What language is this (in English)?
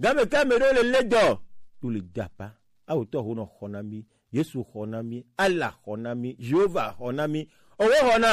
Gen